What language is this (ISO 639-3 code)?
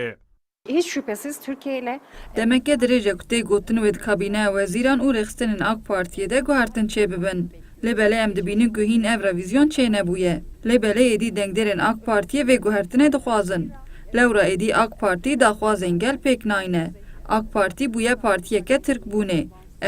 kur